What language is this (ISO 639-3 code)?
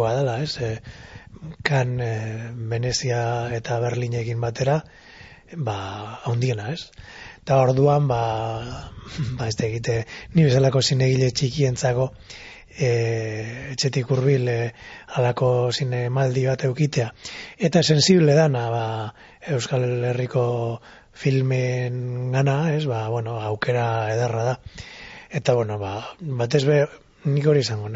eus